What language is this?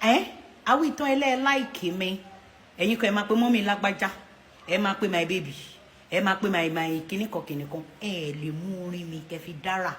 Yoruba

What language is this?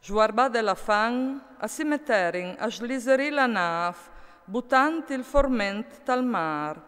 Friulian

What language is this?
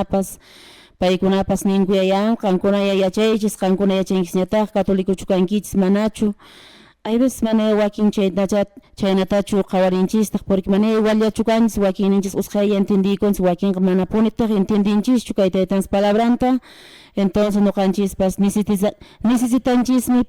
Quechua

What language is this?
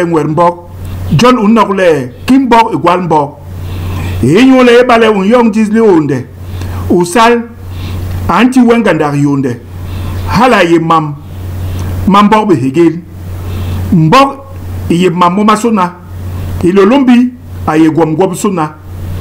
Basaa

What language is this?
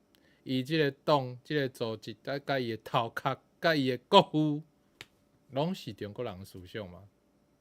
Min Nan Chinese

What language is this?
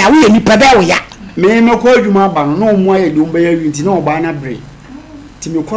Akan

